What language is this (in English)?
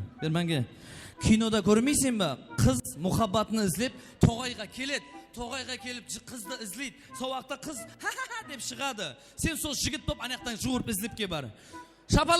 Kara-Kalpak